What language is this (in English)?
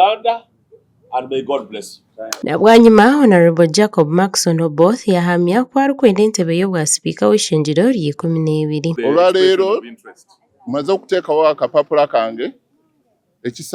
Nyankole